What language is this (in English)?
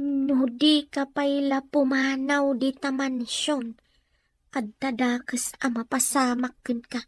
Iloko